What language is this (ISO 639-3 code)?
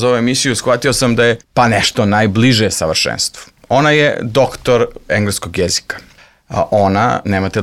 srp